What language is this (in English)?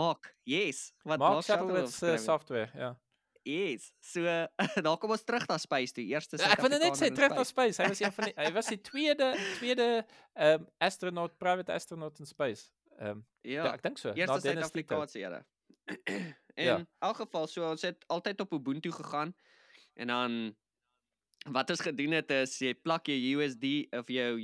Afrikaans